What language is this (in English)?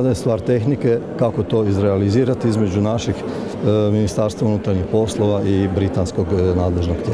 Croatian